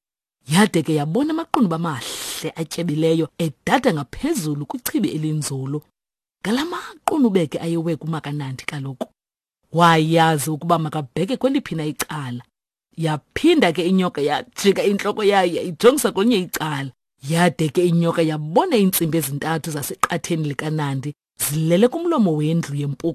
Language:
Xhosa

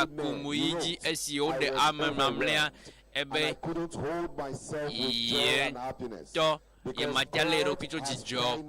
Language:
Ewe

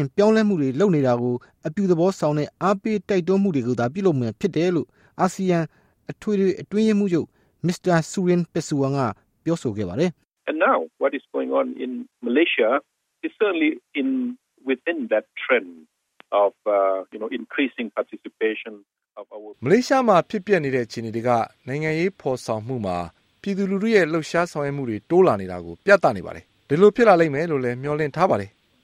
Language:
Burmese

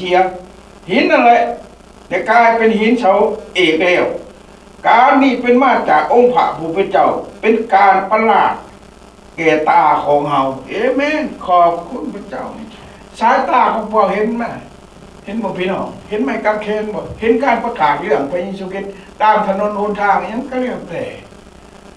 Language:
Lao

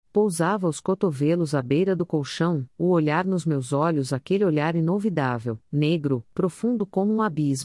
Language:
Portuguese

